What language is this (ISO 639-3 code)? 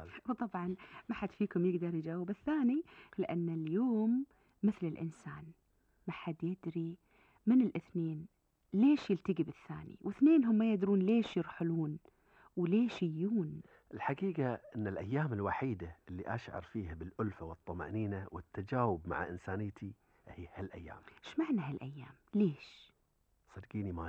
afb